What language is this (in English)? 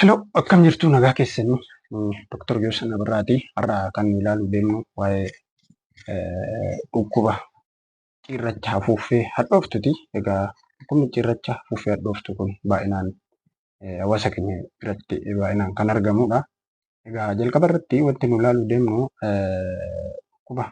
Oromo